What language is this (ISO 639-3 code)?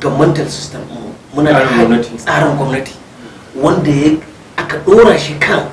hau